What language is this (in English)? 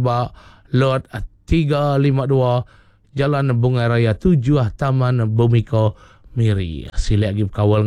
Iban